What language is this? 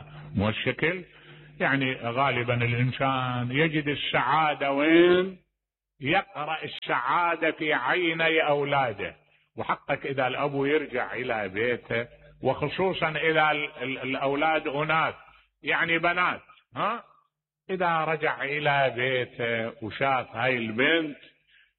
Mesopotamian Arabic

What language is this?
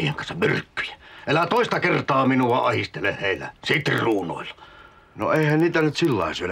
Finnish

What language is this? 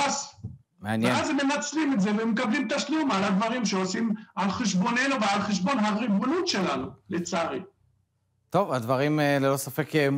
Hebrew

